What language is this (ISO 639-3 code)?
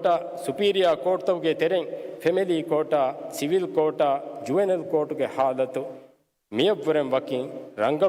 div